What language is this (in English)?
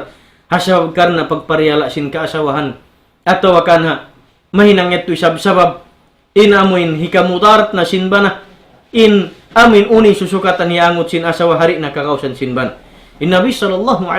Tausug